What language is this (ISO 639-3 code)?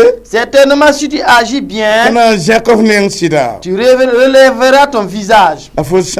mos